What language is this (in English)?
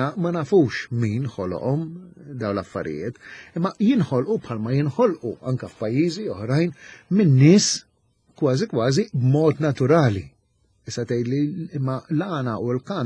Maltese